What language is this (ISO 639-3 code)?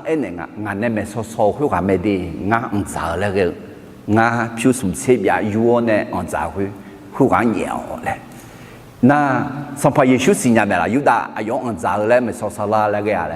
ahk